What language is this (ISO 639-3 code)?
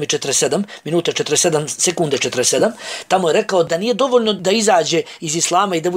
bos